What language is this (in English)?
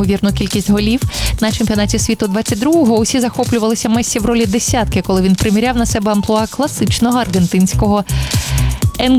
Ukrainian